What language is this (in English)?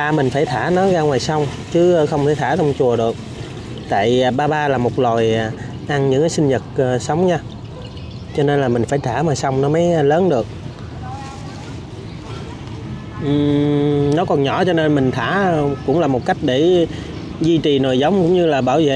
Vietnamese